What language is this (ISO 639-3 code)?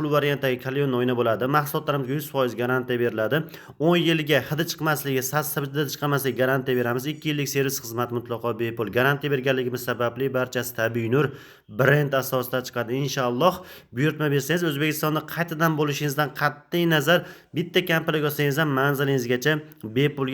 uzb